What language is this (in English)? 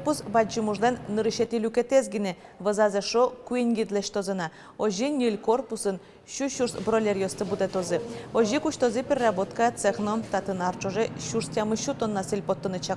Udmurt